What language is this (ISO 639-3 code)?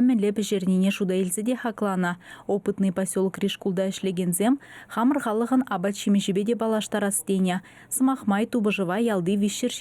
chv